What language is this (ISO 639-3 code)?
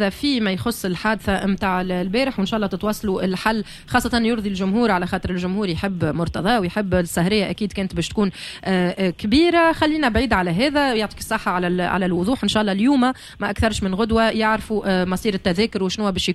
aeb